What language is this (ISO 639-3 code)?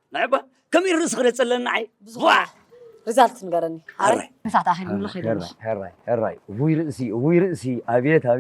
tir